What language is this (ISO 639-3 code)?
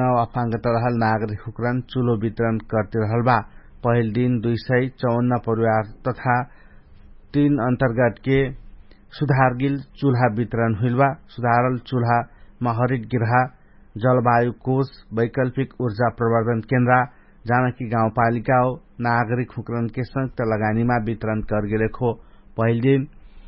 thl